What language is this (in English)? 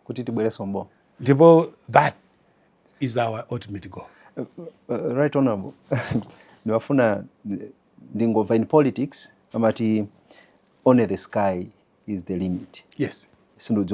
Nyanja